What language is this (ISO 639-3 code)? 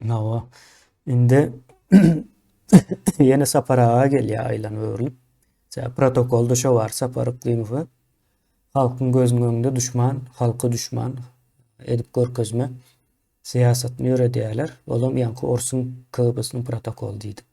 tuk